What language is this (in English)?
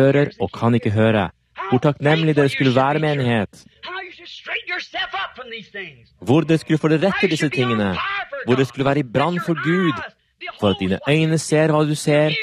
Norwegian